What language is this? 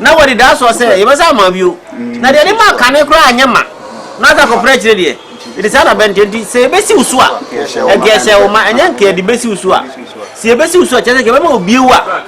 Akan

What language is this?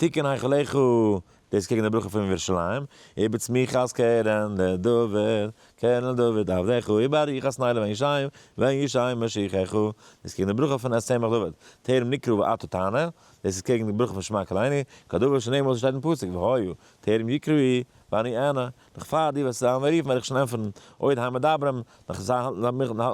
Yiddish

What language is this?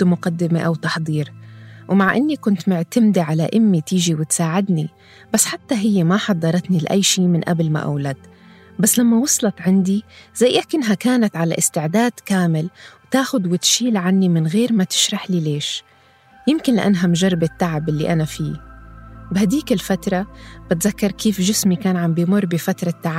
North Levantine Arabic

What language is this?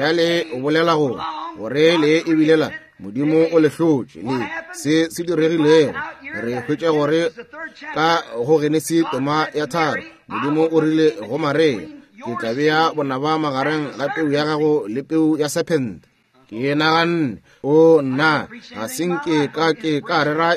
Northern Sotho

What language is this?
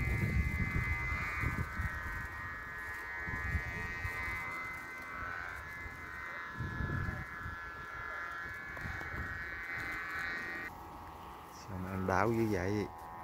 Vietnamese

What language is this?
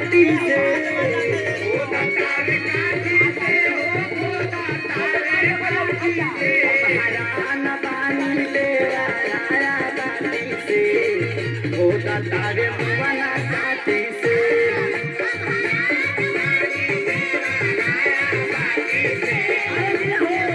Bhojpuri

